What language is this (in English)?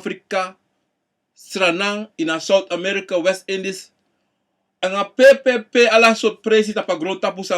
Sranan Tongo